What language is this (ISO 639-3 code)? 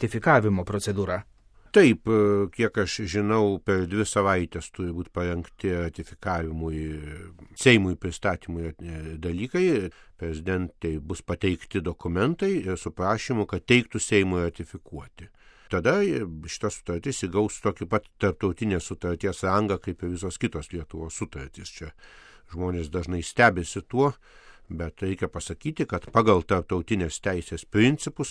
lit